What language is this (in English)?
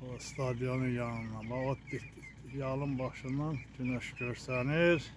Azerbaijani